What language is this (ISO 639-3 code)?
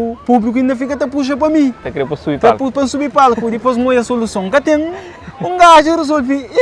kea